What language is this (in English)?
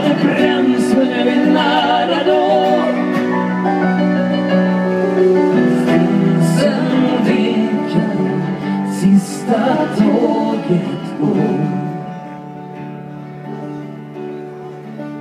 Swedish